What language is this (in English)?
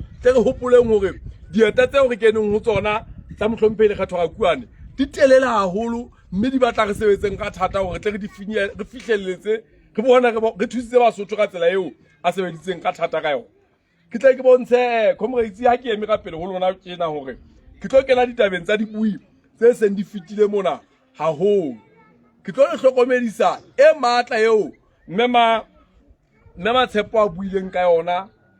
Southern Sotho